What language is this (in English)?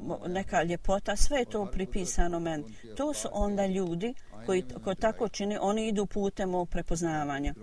Bosnian